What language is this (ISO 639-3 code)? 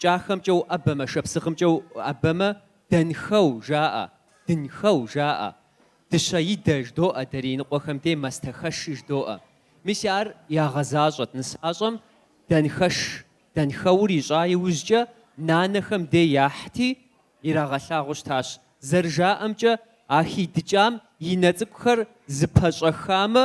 kbd